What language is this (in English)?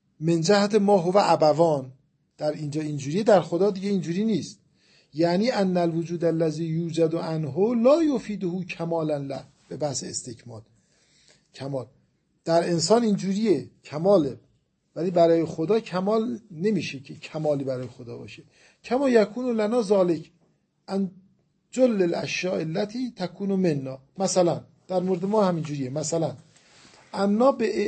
Persian